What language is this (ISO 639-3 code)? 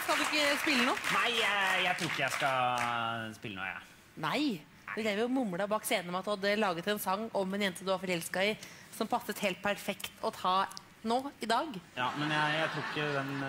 nor